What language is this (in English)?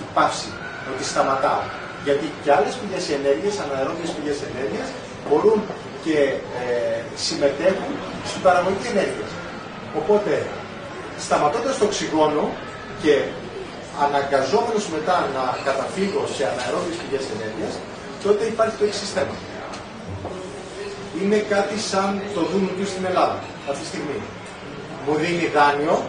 Greek